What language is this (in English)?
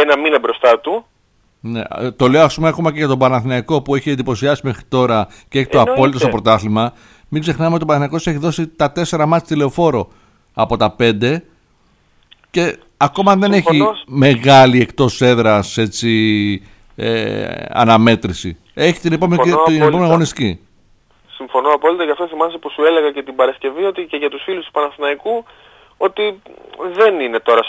Greek